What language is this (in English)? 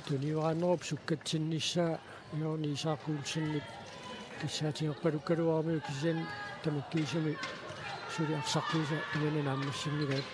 Kalaallisut